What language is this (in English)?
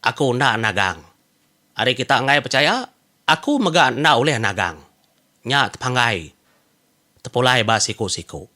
Iban